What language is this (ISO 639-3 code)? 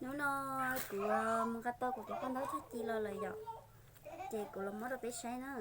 hmn